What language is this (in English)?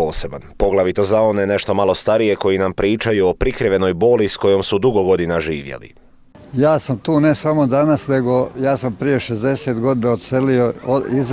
Croatian